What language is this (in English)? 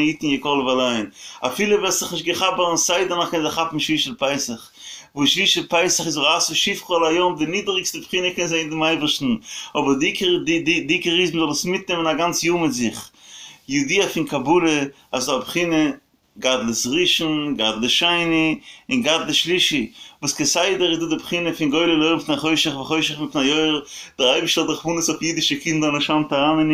Yiddish